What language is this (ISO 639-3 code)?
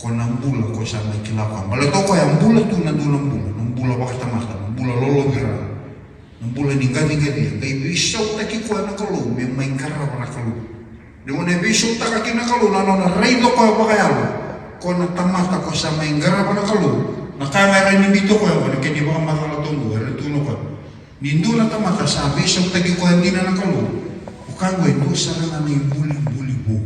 fij